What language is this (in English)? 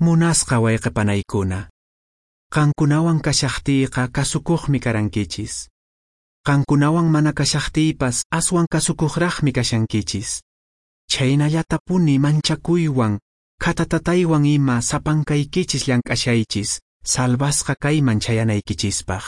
Quechua